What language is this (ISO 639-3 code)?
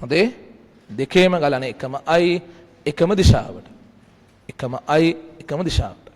sin